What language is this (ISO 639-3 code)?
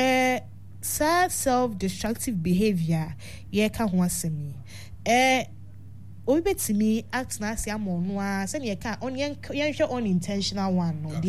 aka